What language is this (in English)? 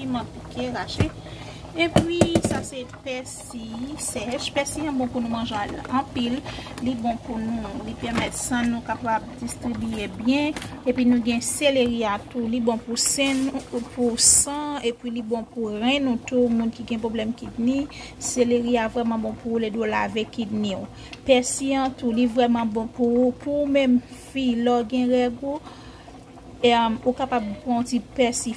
Haitian Creole